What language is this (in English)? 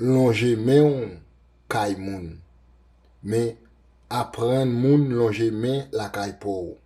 Haitian Creole